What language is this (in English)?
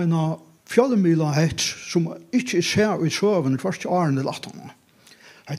Faroese